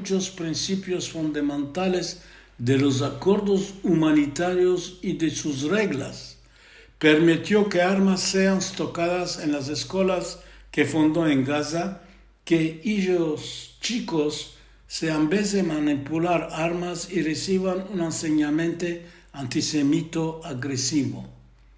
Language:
Ladino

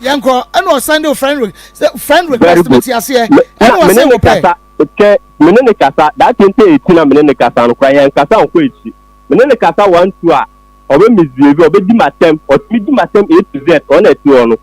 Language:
Akan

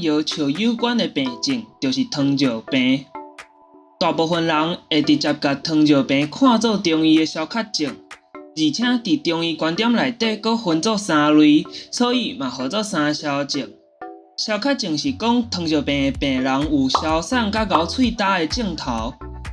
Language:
Min Nan Chinese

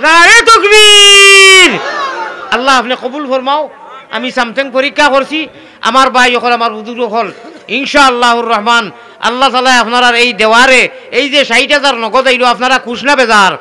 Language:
Sylheti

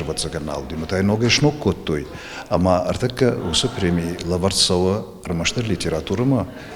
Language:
Ossetic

